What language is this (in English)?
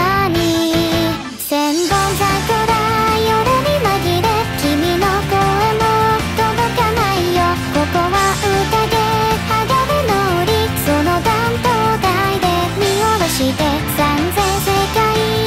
Japanese